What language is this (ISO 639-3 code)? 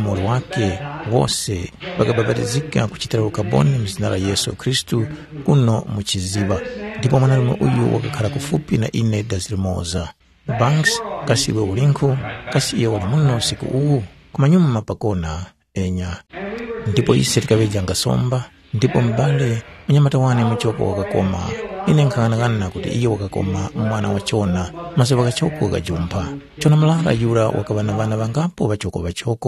tum